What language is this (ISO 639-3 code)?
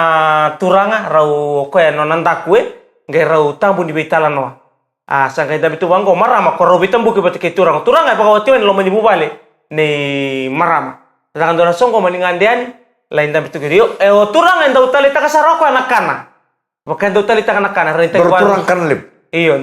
fij